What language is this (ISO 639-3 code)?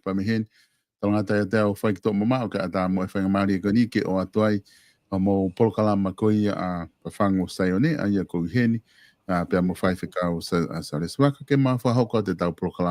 ton